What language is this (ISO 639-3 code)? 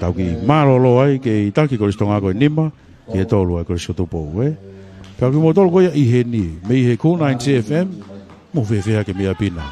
ton